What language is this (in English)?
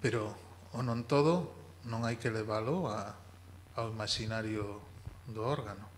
Galician